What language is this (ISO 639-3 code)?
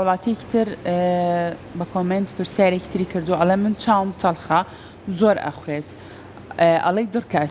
ckb